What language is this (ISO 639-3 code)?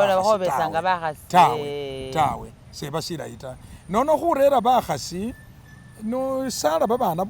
myx